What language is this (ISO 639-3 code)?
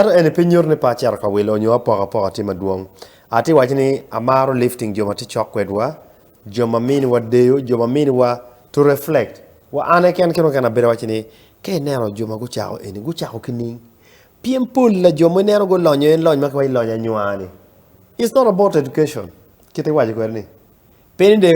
ach